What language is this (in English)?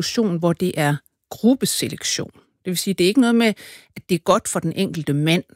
Danish